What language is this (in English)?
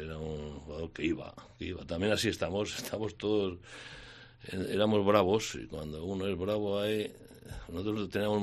Spanish